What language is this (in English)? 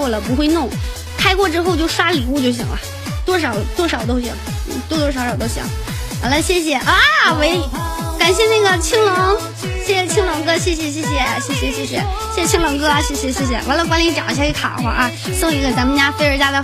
Chinese